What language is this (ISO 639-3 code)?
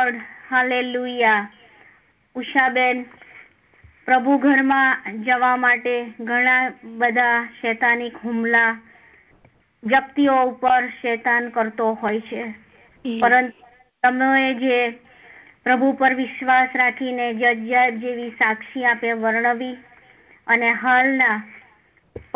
guj